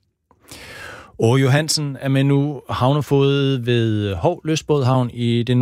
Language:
Danish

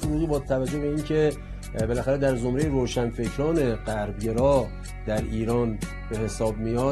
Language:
Persian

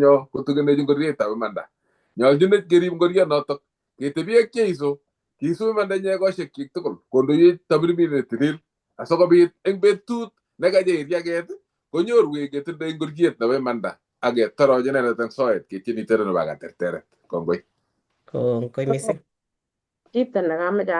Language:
Kalenjin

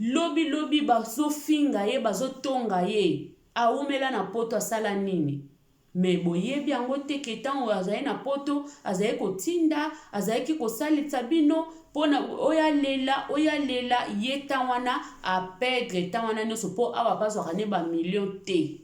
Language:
Lingala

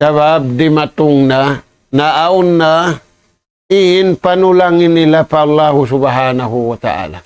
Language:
Tausug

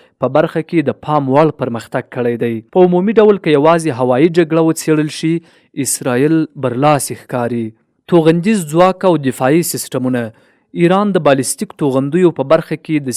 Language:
Pashto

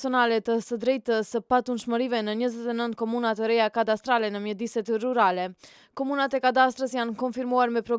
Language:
Albanian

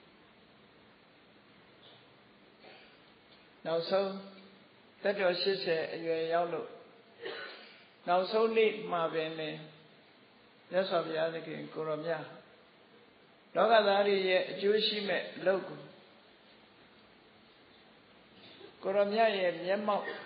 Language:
Burmese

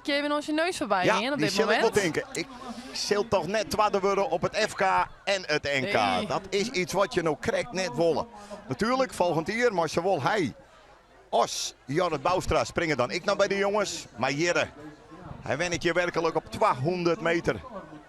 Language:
Western Frisian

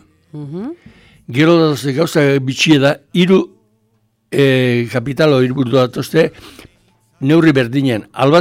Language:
Basque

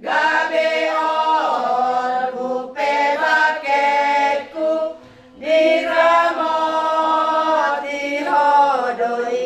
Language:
Batak Toba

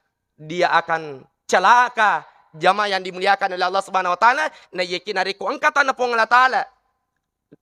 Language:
Buginese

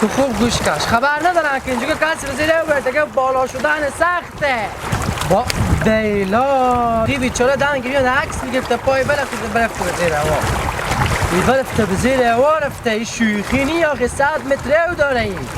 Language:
Hazaragi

